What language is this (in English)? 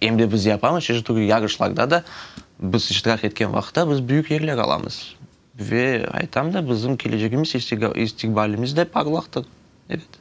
Crimean Tatar